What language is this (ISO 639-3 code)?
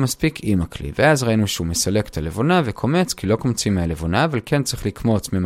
heb